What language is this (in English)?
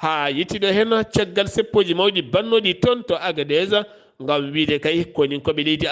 Fula